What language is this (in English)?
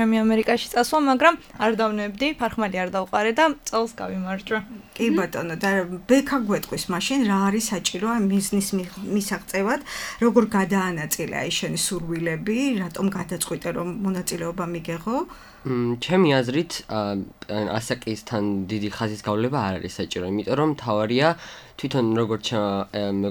Georgian